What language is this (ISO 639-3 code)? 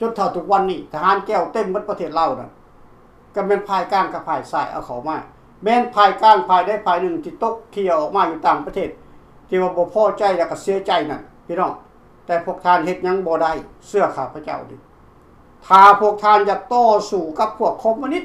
lao